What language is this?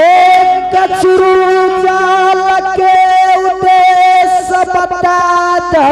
Angika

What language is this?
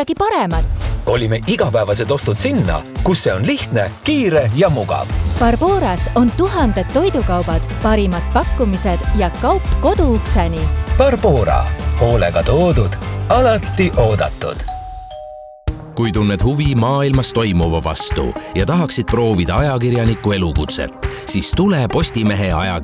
Estonian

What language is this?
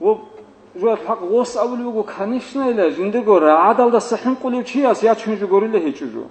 Avaric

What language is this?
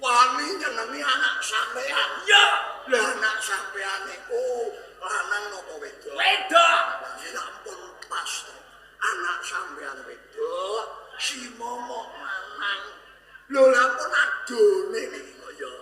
Javanese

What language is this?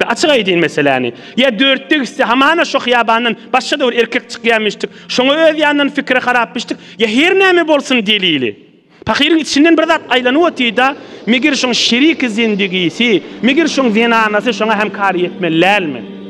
Turkmen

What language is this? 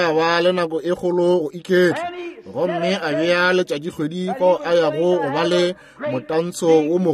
Northern Sotho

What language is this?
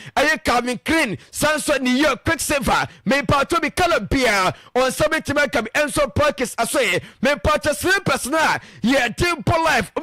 Akan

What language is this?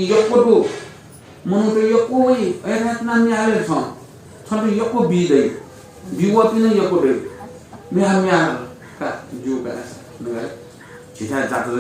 Newari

